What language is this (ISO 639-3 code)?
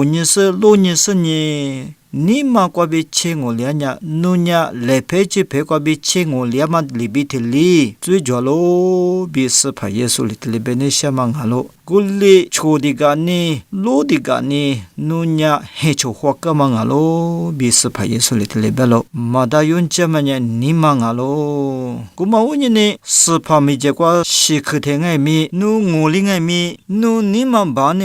lis